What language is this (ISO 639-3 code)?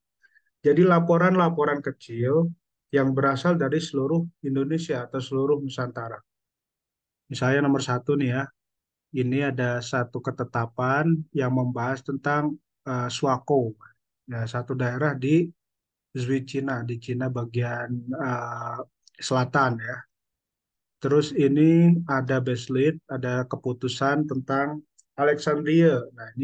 ind